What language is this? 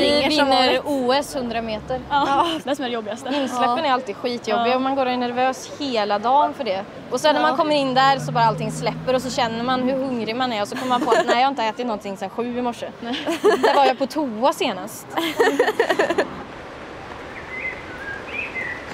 Swedish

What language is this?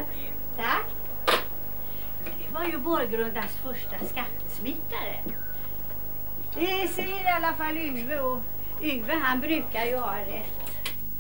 Swedish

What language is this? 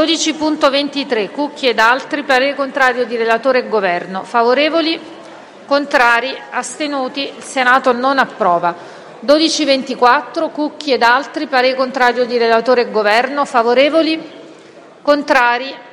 Italian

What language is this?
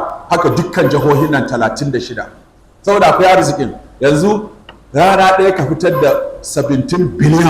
Hausa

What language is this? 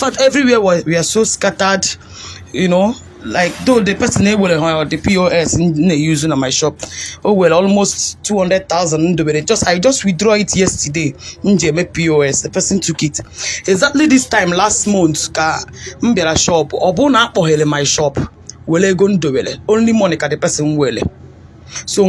Igbo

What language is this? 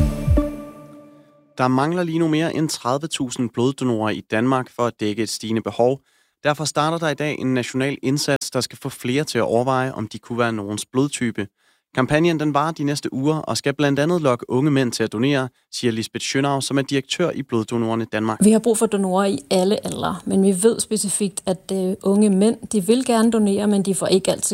Danish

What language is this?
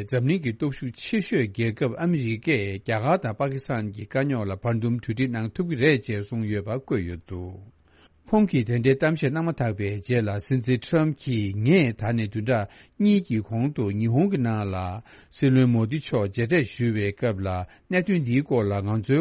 Tibetan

